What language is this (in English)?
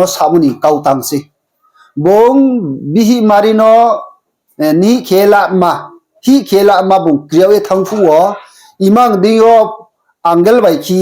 Riang (India)